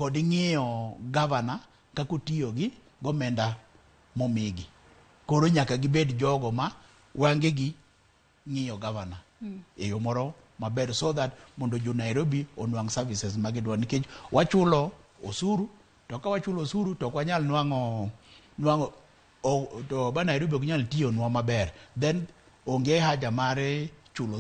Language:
Luo (Kenya and Tanzania)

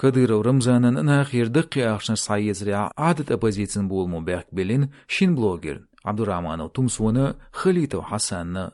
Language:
Chechen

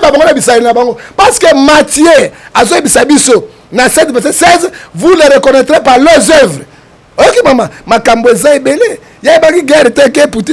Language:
Lingala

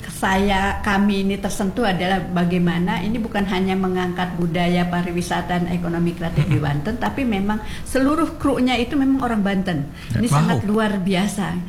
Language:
Indonesian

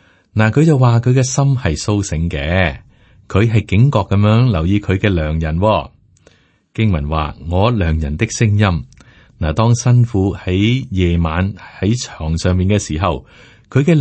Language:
Cantonese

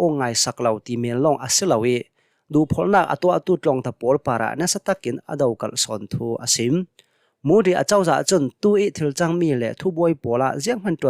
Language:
Hakha Chin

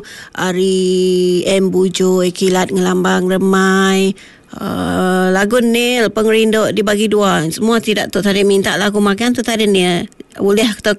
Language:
Iban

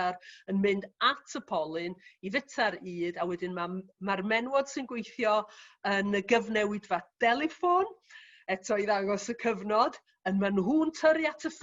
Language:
Welsh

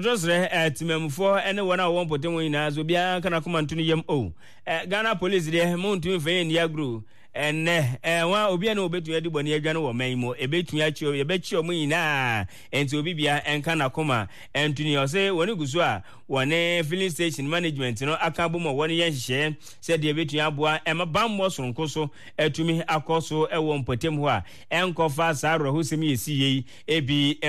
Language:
Akan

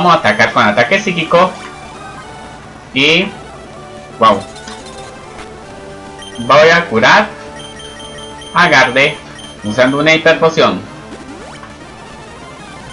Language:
Spanish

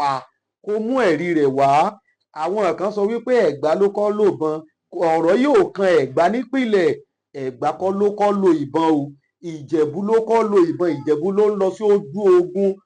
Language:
Yoruba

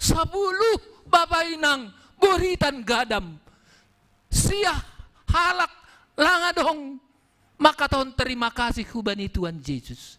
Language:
Batak Simalungun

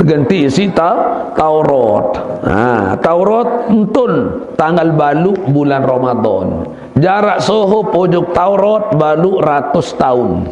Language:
Sasak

